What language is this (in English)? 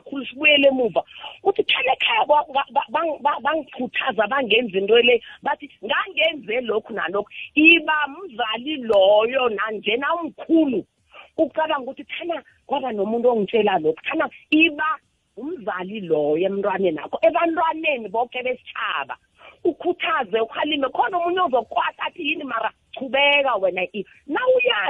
South Ndebele